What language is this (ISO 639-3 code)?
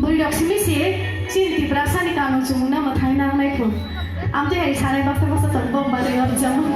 trp